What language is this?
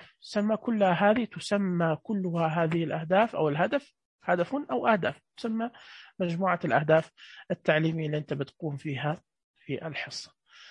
Najdi Arabic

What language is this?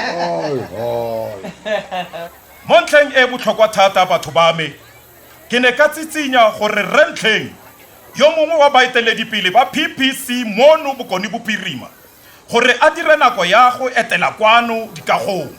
Tswana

